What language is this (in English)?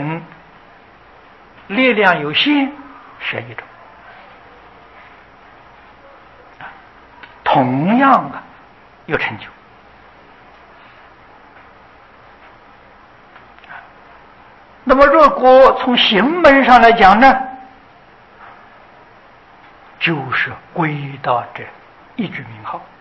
Chinese